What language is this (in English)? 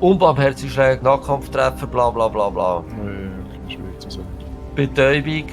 Swiss German